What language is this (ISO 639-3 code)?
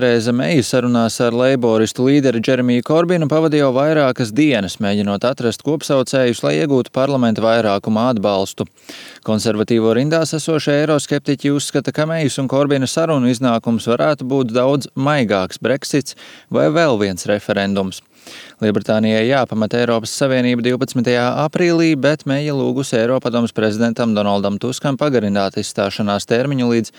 lav